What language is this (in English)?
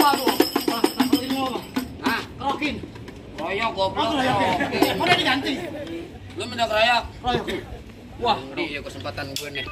Betawi